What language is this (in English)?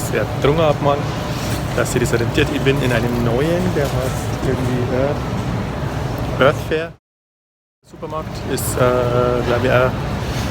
Bavarian